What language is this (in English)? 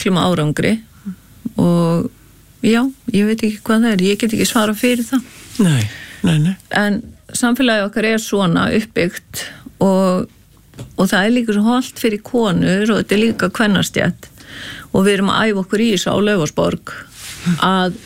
Icelandic